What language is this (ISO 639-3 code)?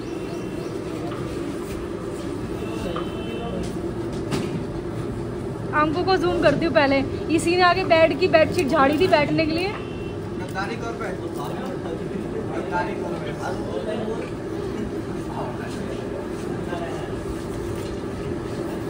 hin